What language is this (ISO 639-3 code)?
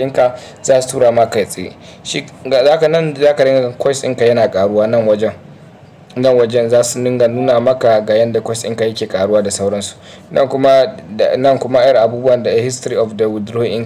hau